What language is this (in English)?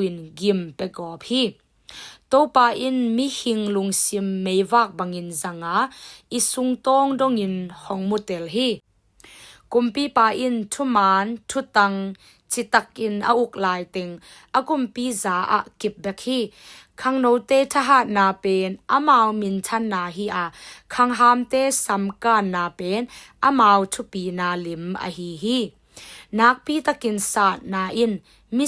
Tedim Chin